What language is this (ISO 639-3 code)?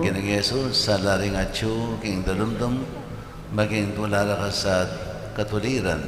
pam